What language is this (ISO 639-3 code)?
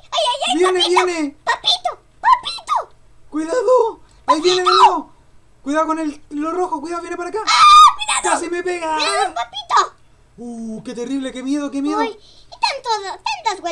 spa